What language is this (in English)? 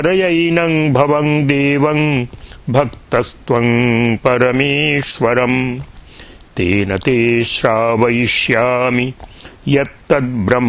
Sanskrit